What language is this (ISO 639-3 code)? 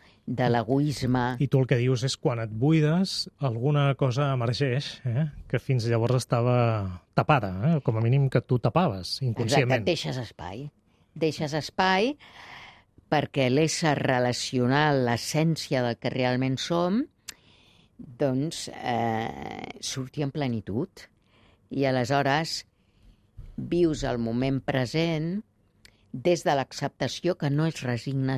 cat